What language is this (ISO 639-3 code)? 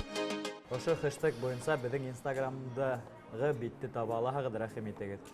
bak